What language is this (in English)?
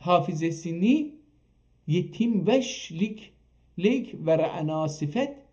South Azerbaijani